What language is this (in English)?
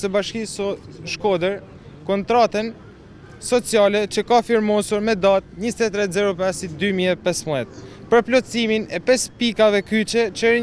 Albanian